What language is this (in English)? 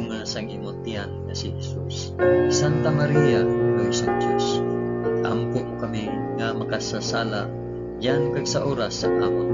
Hiligaynon